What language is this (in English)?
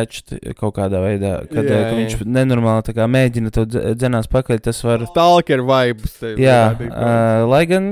Latvian